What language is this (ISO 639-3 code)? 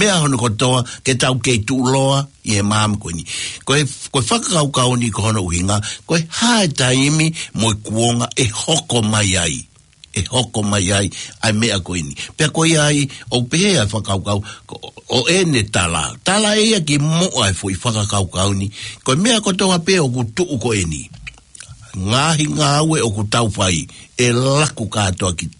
ton